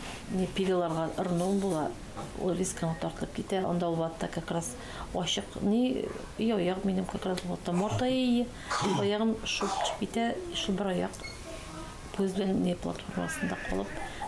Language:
Tatar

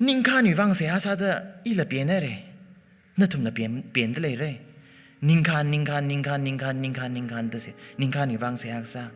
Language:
Tangkhul Naga (India)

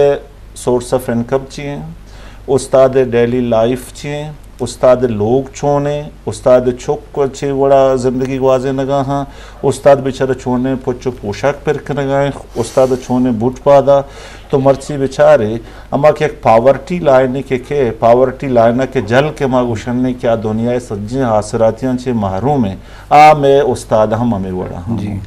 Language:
Baluchi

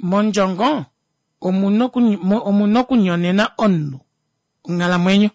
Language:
Kuanyama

